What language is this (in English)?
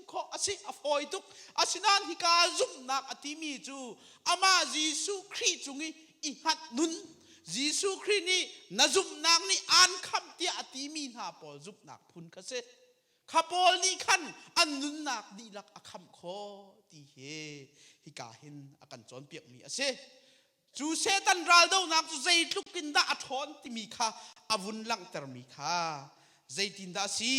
Hakha Chin